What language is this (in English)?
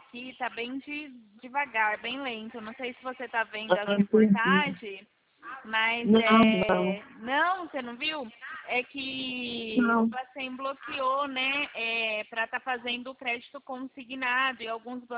Portuguese